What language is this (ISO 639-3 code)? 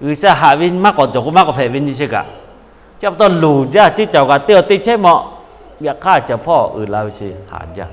lhu